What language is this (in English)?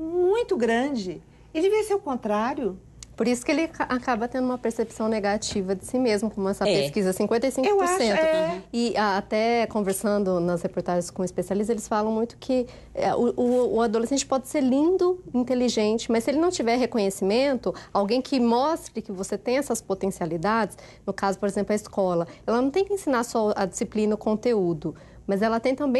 Portuguese